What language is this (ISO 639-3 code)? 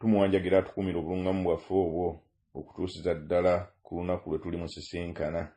lug